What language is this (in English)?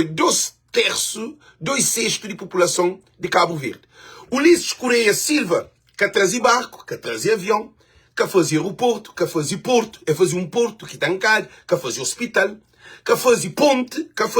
Kabuverdianu